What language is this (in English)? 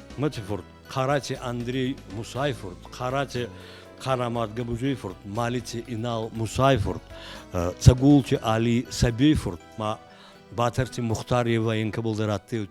Ossetic